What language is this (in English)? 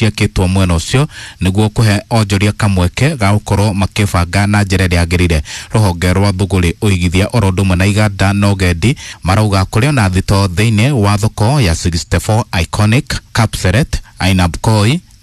Kikuyu